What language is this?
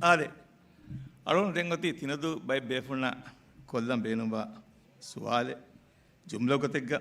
Divehi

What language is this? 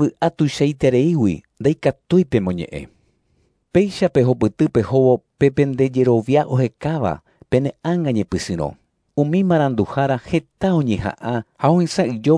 Guarani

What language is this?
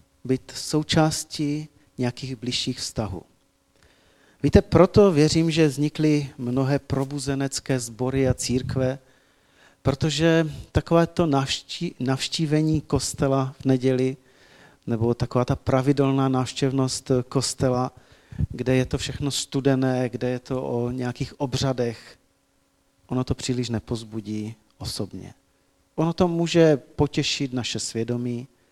Czech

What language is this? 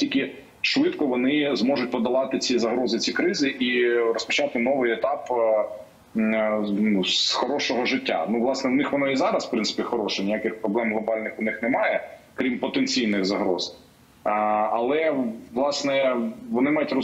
Ukrainian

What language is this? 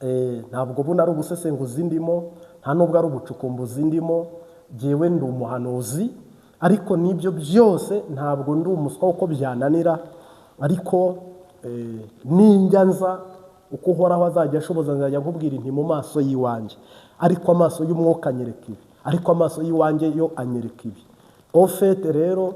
Kinyarwanda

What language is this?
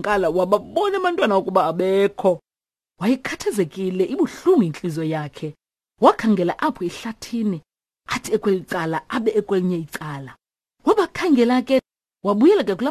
Xhosa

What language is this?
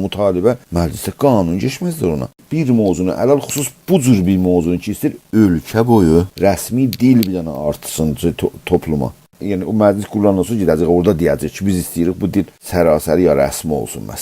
South Azerbaijani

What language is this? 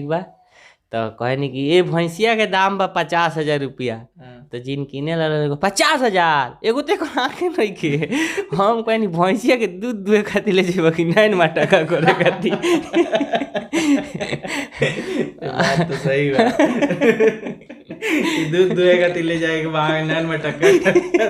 Bhojpuri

